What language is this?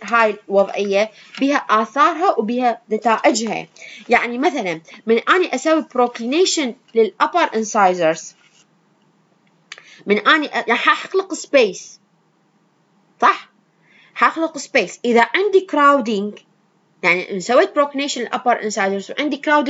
Mesopotamian Arabic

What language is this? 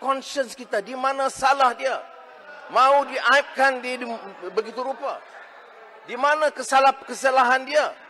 Malay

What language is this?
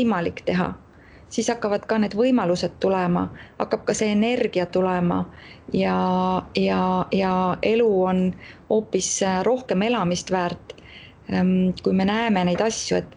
Estonian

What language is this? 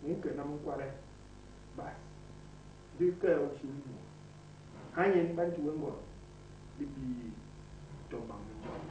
Basaa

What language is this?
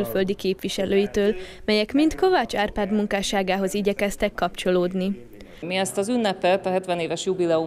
Hungarian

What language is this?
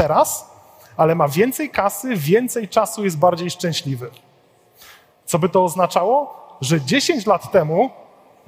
Polish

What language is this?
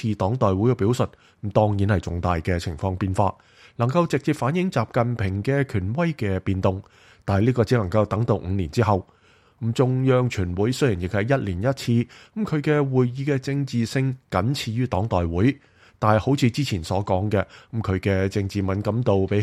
Cantonese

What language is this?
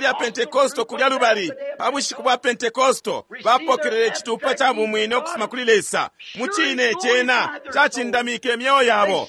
Bemba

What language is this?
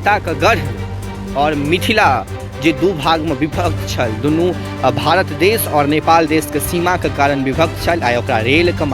Maithili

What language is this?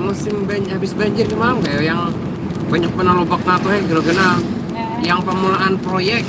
Banjar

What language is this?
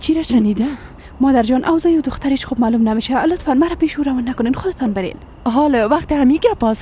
Persian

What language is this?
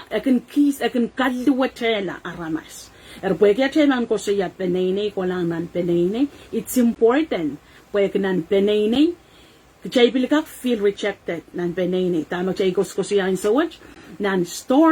Pohnpeian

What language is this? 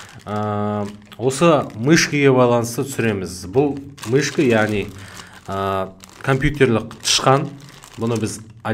Kazakh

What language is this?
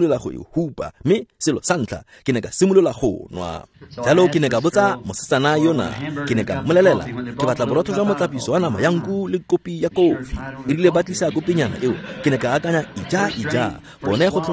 Tswana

